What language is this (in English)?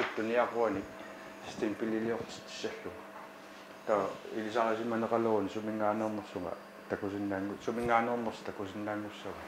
Kalaallisut